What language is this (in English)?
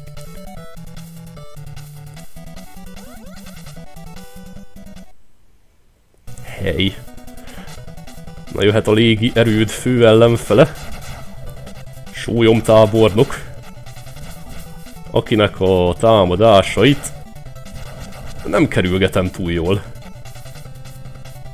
Hungarian